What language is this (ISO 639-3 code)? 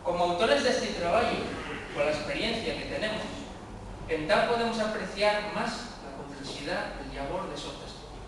ast